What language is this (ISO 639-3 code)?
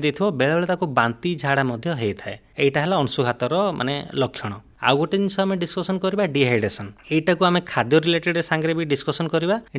ori